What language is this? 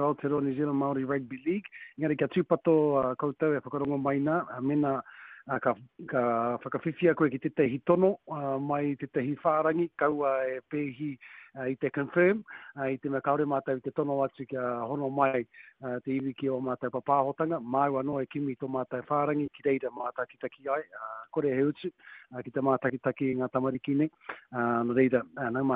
Māori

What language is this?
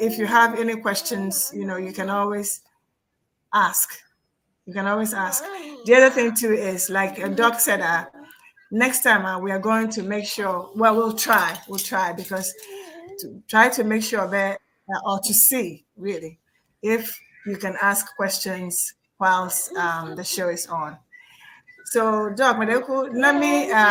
Ewe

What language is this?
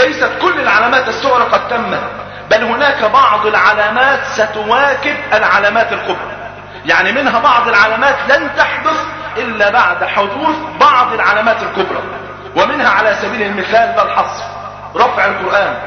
Arabic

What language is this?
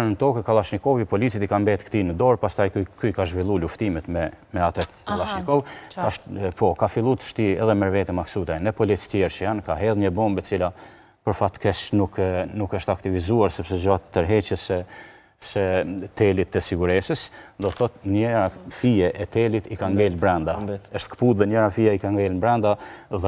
Albanian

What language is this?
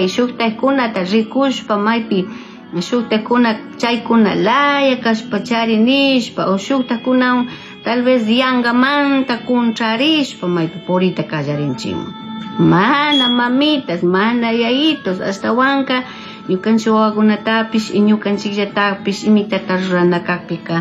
Chimborazo Highland Quichua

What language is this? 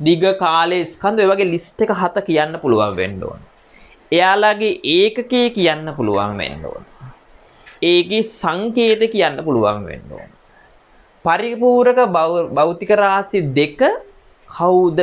Sinhala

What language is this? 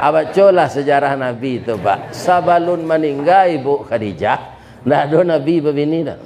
Minangkabau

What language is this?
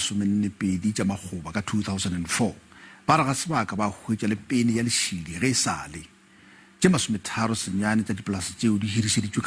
Northern Sotho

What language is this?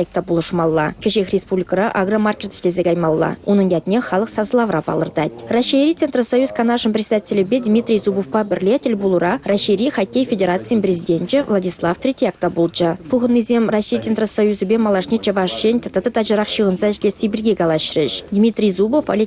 Chuvash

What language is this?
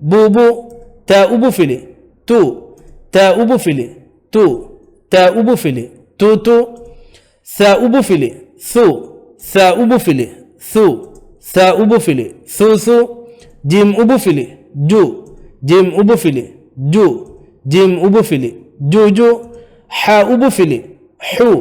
Divehi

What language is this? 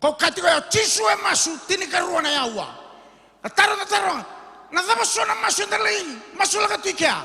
Fijian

